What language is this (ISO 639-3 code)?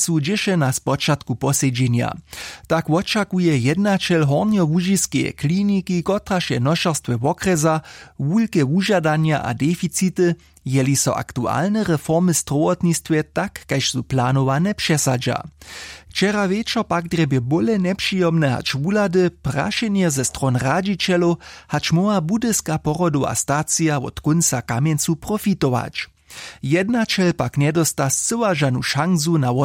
hsb